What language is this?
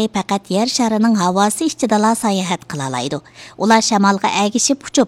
Uyghur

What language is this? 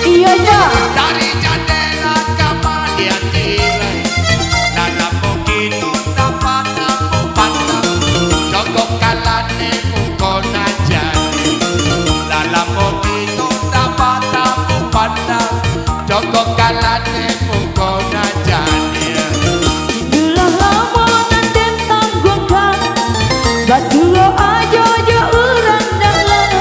Minangkabau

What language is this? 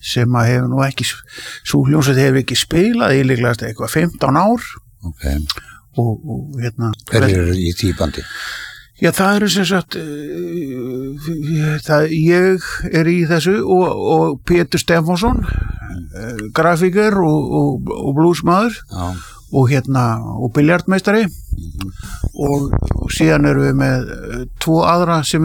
Icelandic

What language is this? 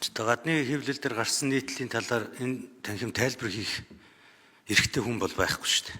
Mongolian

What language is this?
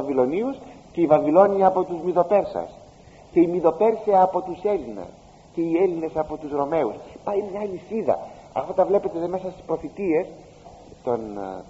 Greek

